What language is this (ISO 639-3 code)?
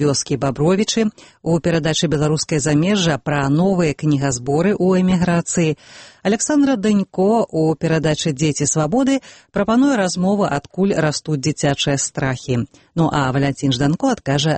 bel